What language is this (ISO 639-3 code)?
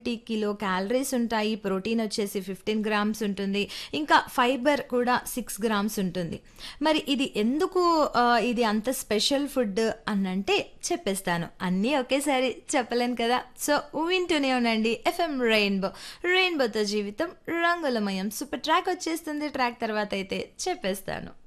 tel